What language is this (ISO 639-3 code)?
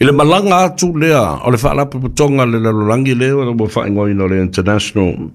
smo